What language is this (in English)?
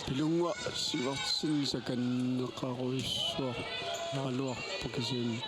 Kalaallisut